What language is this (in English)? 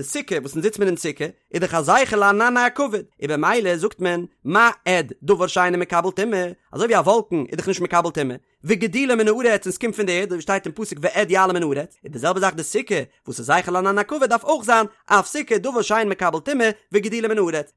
Yiddish